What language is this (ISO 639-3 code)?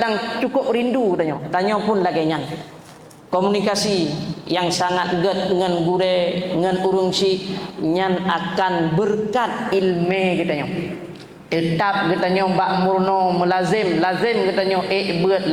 ace